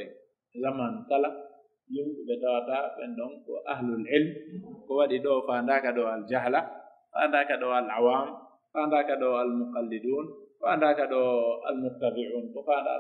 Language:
Pular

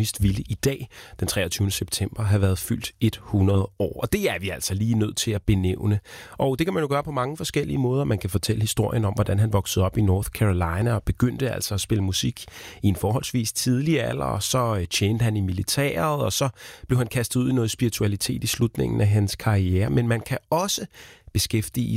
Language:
Danish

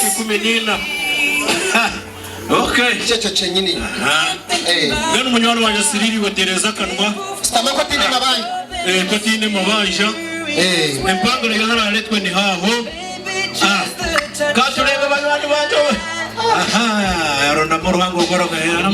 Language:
Nyankole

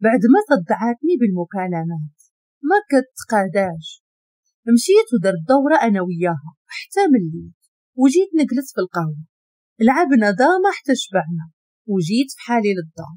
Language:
Moroccan Arabic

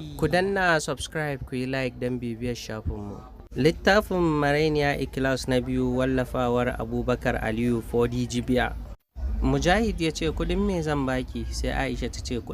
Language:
Hausa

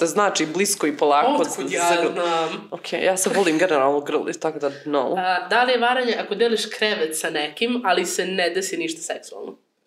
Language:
Croatian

